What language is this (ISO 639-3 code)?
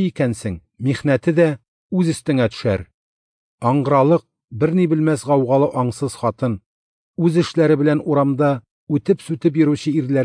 tat